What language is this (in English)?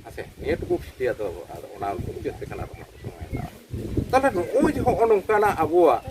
Santali